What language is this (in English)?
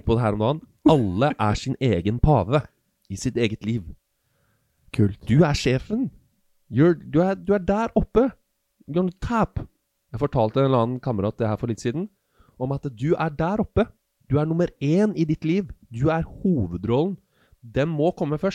Norwegian